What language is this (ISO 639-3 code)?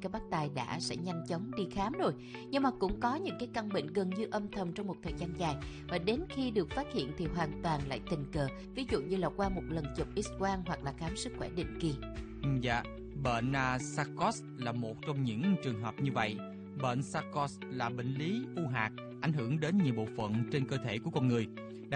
vie